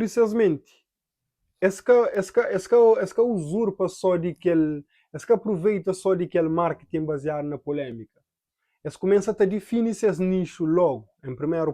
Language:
Kabuverdianu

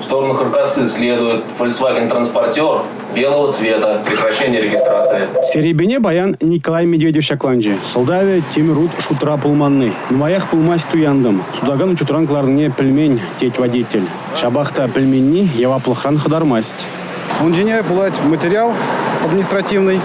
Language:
Chuvash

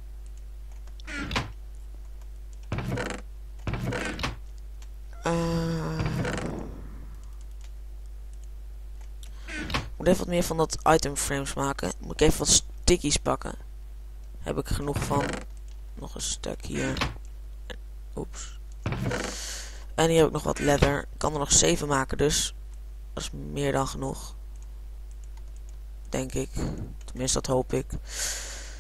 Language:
Dutch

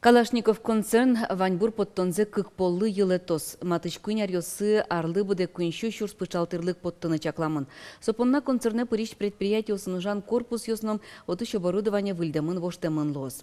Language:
Udmurt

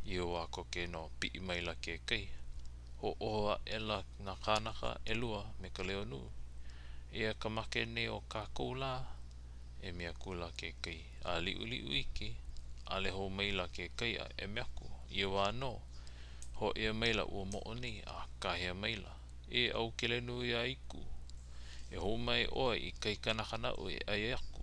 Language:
Hawaiian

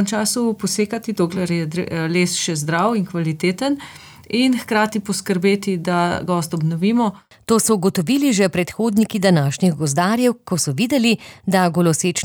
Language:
Slovenian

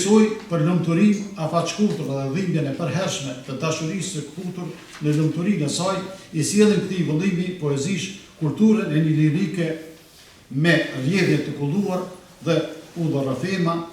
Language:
Albanian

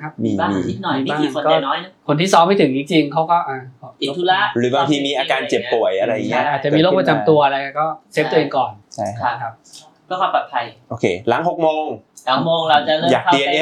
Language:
Thai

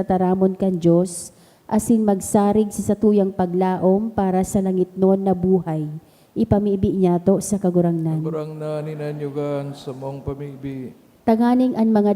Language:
Bikol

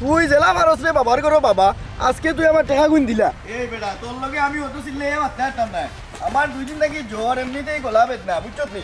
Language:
Sylheti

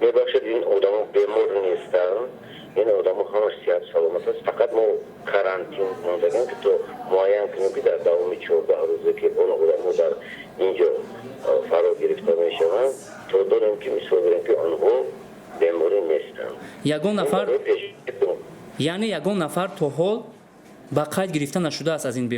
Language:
Tajik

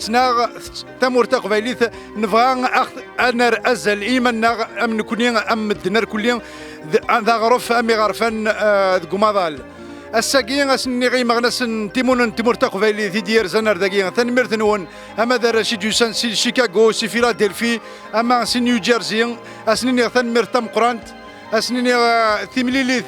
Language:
Kabyle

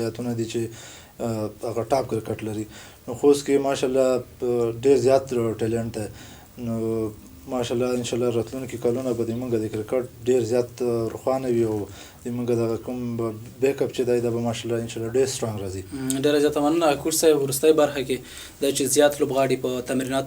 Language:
Pashto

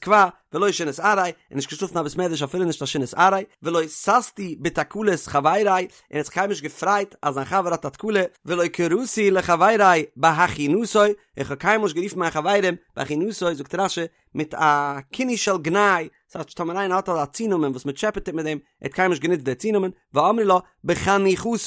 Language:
Yiddish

